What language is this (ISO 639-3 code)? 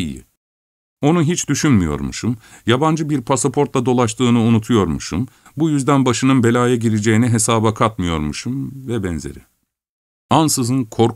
tur